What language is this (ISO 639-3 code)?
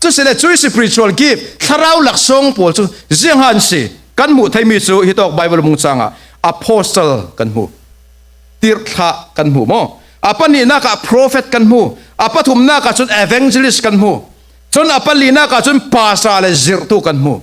cfm